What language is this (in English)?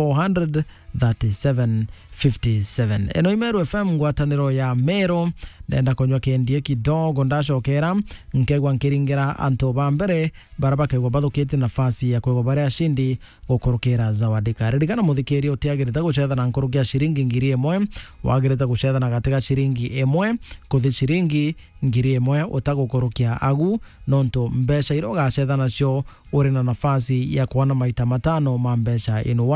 Meru